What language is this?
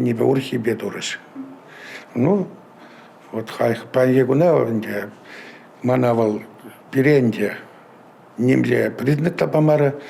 Chuvash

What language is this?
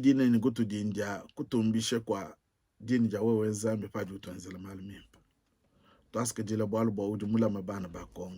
Luba-Lulua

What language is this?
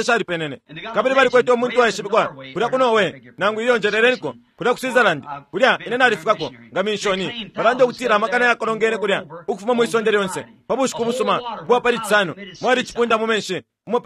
Bemba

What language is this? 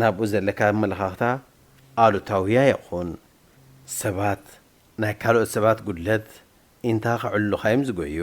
Tigrinya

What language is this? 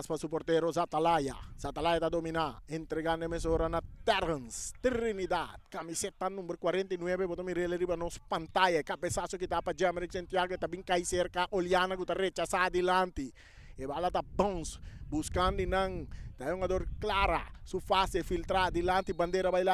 Papiamento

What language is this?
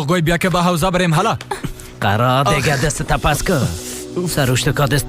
Persian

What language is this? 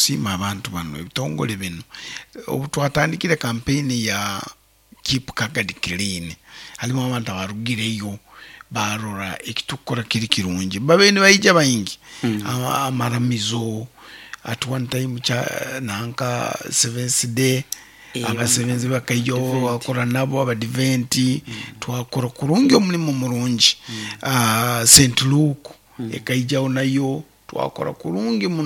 Nyoro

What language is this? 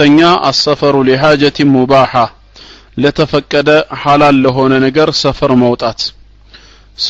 Amharic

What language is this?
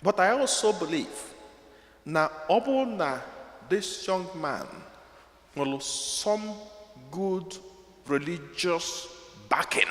Igbo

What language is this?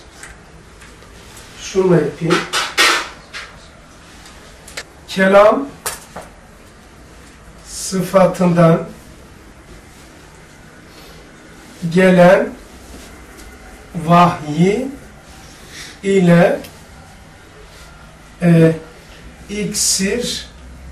Turkish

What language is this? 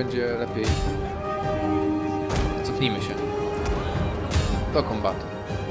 Polish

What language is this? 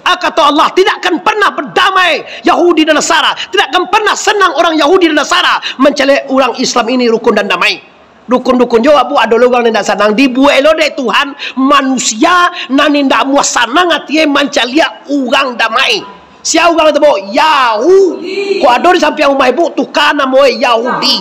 Minangkabau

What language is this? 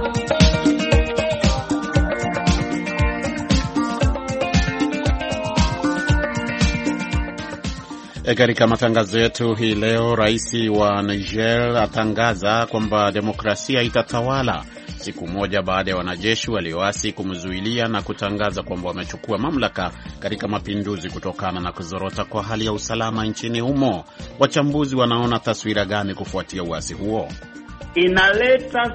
Swahili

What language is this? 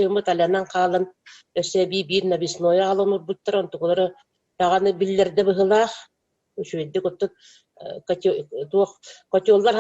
Yakut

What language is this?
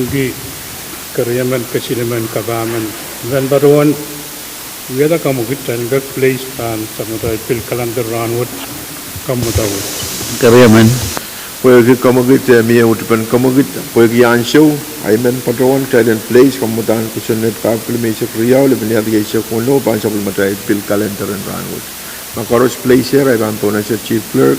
Pohnpeian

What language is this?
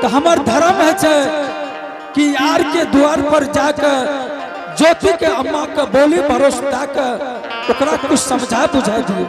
Angika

